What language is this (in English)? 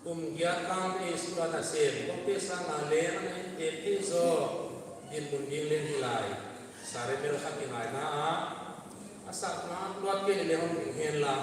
Paite Chin